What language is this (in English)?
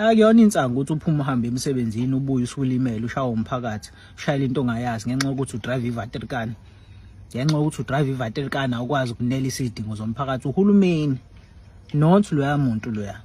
Zulu